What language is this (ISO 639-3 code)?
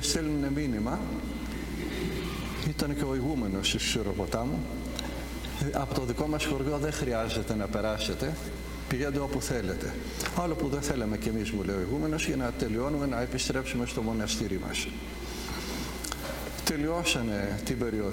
ell